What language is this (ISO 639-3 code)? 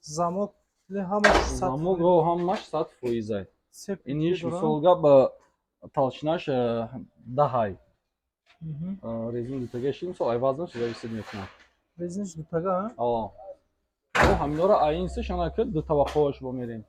tgk